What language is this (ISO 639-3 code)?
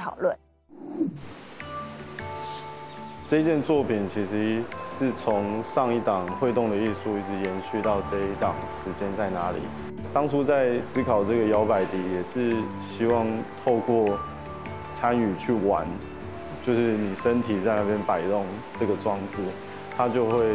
zho